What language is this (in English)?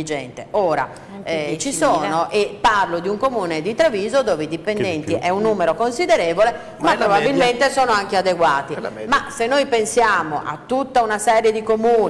Italian